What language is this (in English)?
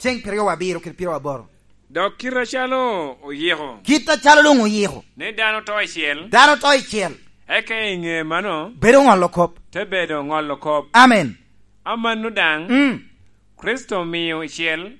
Lango (Uganda)